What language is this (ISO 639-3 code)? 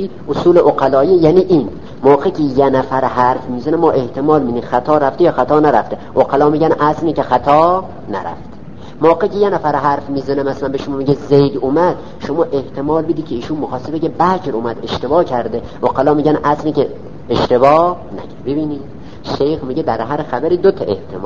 fas